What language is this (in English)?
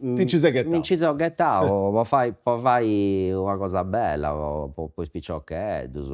Sardinian